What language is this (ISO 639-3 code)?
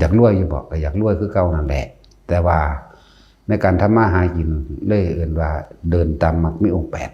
lao